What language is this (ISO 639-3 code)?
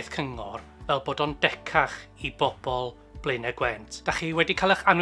cym